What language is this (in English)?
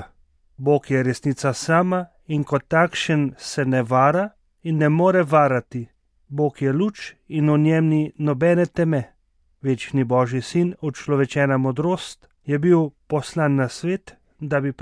Slovenian